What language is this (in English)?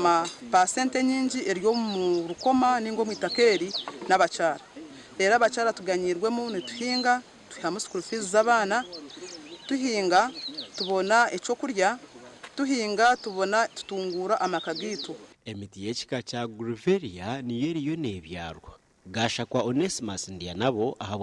Nyankole